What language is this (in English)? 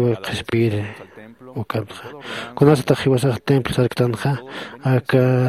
Aymara